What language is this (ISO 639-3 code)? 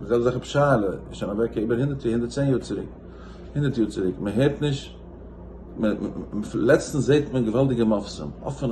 yid